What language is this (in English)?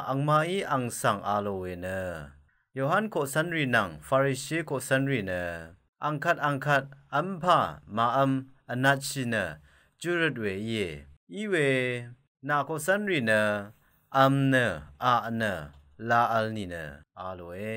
Rawang